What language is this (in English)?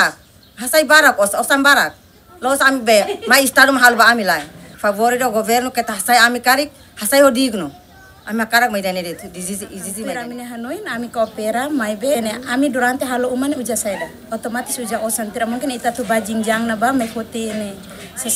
Tetum